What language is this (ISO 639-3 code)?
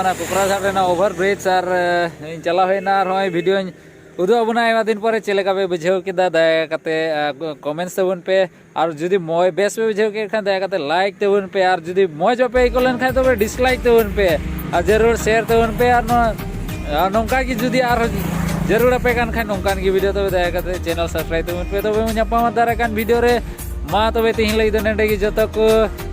sat